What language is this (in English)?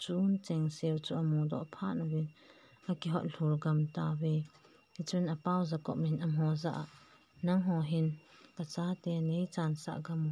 Thado Chin